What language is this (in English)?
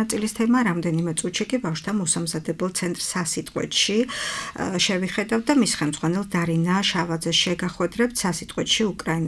Georgian